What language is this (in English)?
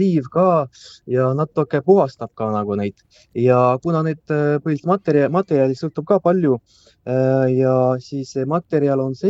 Estonian